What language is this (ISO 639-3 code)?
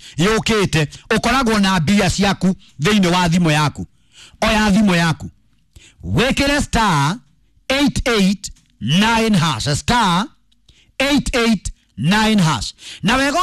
kik